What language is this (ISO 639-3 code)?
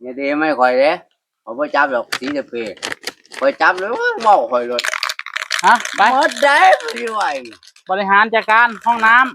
tts